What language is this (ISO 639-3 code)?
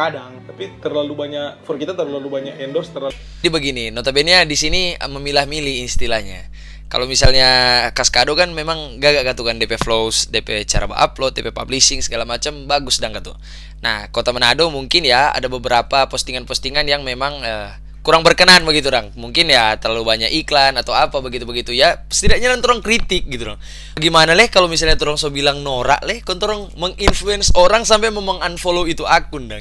xmm